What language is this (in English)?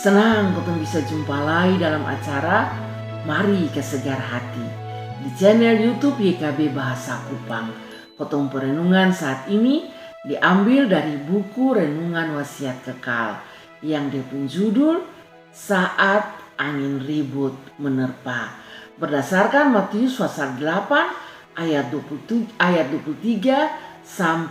Kupang Malay